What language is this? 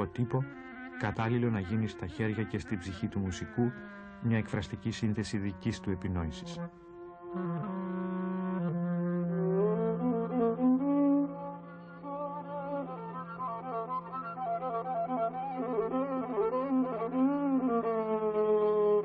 Greek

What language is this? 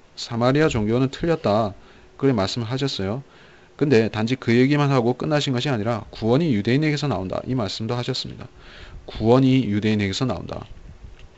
Korean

